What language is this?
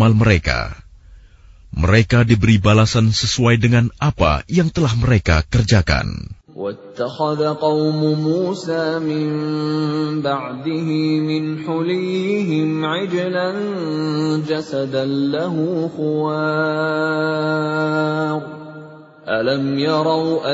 Indonesian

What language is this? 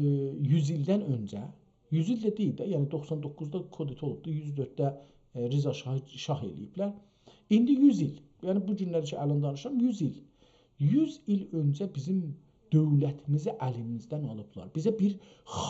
South Azerbaijani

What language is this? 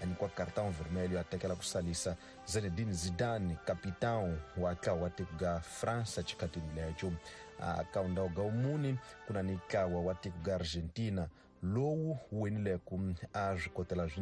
Tsonga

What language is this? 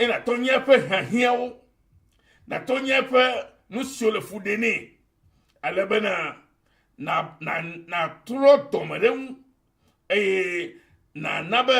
Ewe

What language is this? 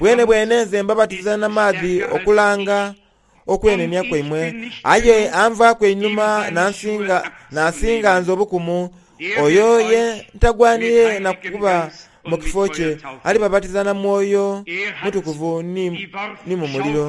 Soga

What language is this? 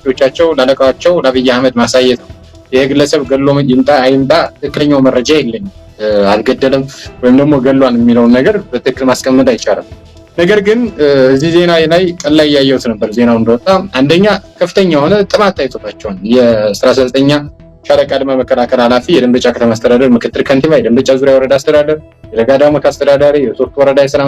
Amharic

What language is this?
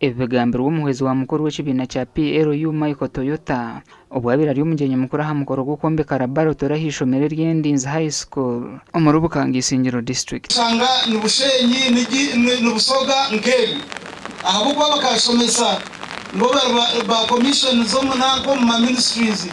Nyankole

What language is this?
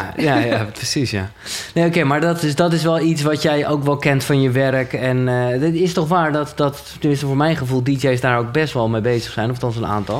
Dutch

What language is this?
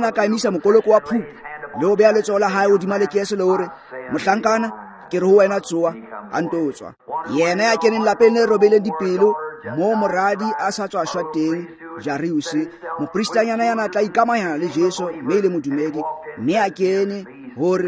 Tswana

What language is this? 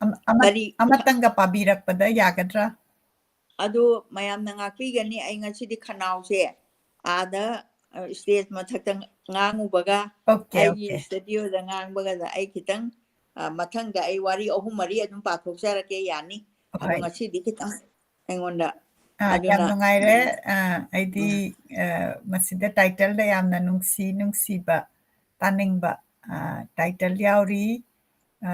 Manipuri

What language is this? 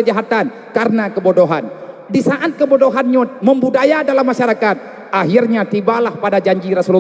Achinese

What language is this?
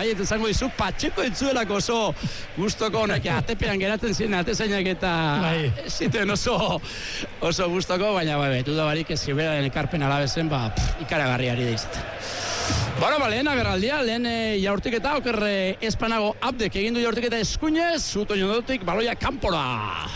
Basque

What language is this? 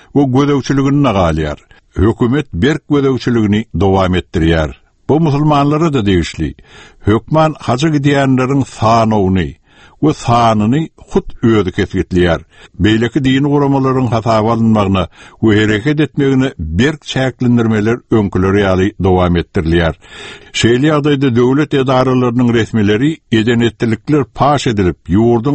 Turkmen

